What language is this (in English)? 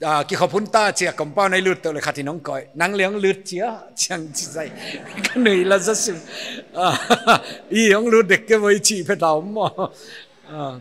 Paite Chin